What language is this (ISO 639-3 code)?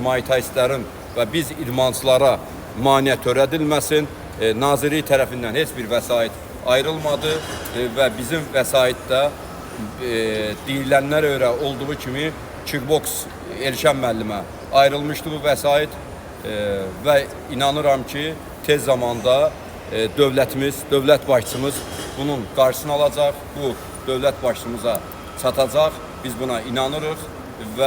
aze